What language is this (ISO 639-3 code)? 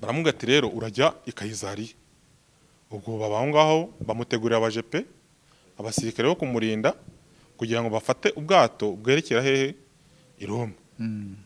kin